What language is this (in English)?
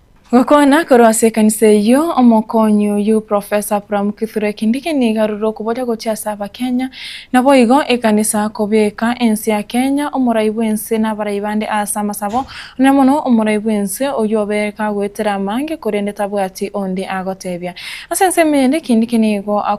Gusii